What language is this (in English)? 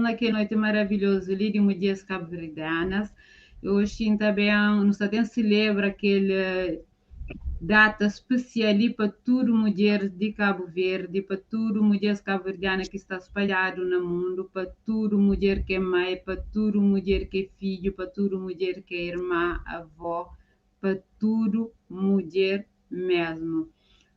Kabuverdianu